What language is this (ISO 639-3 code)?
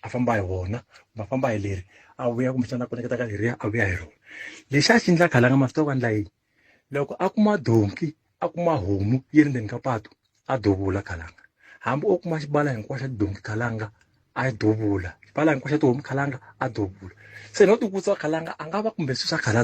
tso